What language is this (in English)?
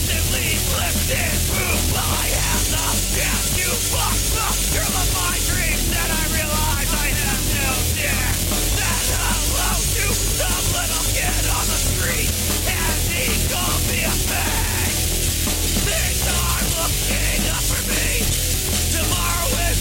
English